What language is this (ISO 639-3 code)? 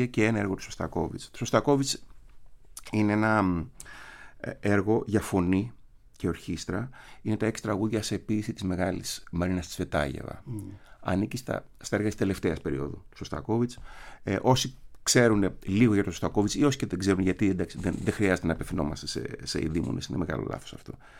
ell